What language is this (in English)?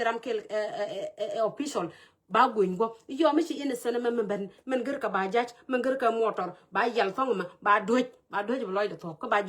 Nuer